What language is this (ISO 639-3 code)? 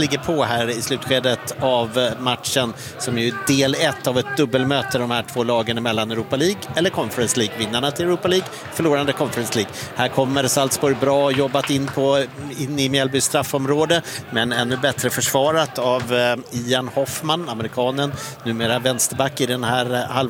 swe